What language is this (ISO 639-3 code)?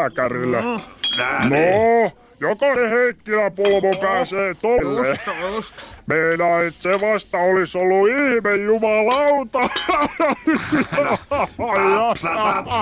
fin